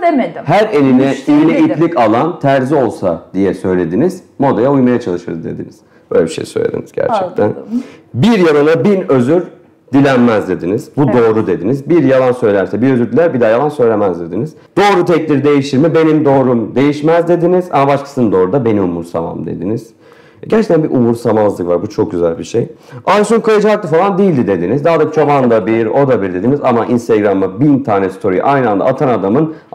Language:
Turkish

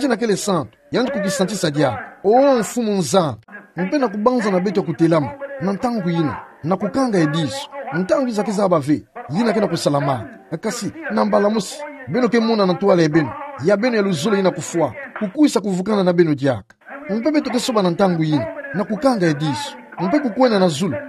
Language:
Kituba (Democratic Republic of Congo)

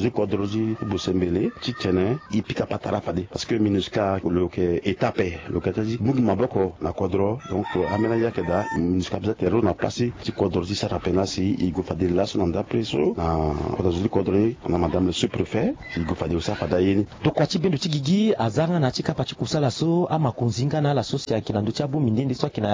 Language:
Sango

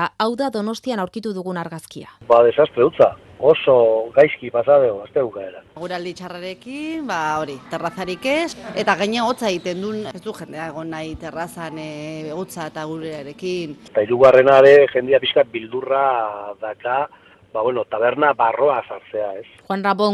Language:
Basque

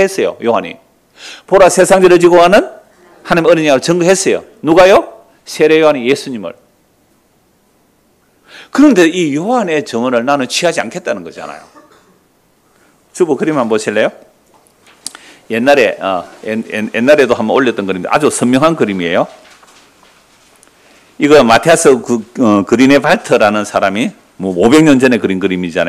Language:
Korean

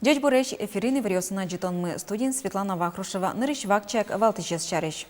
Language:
Udmurt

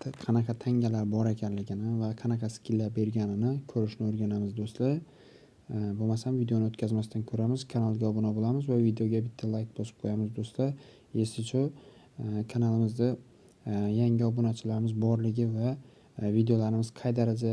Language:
Uzbek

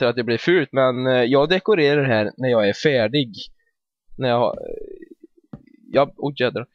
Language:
Swedish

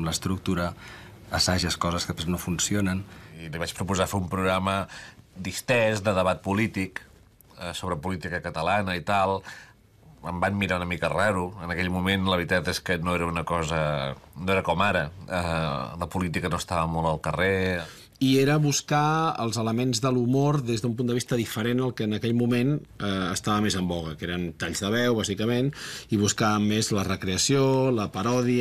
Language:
Catalan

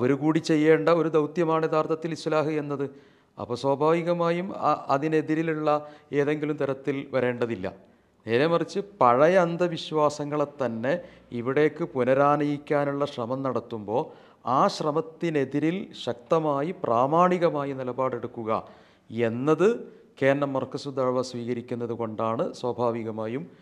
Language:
Malayalam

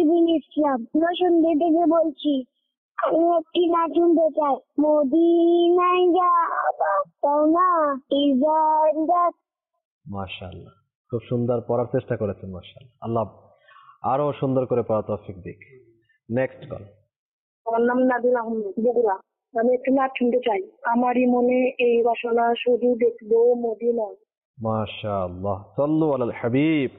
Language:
Bangla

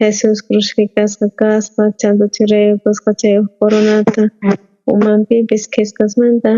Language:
South Bolivian Quechua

